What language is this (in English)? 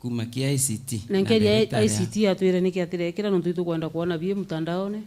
Meru